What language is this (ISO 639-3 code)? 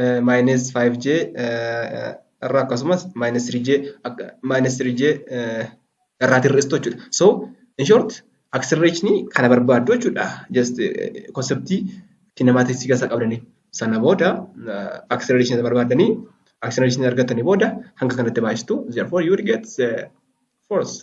orm